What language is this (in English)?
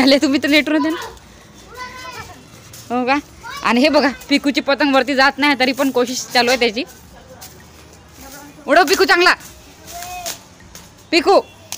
Marathi